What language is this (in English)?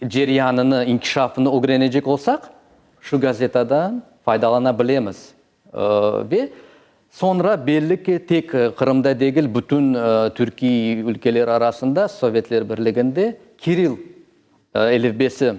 Crimean Tatar